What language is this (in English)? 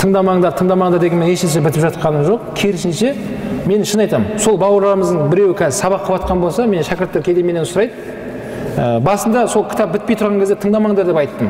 Kazakh